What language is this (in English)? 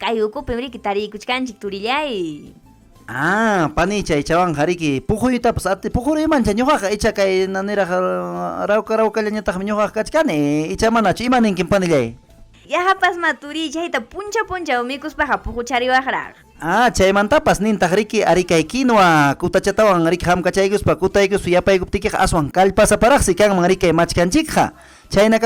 Ayacucho Quechua